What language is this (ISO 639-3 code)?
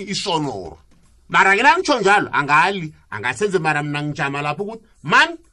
nbl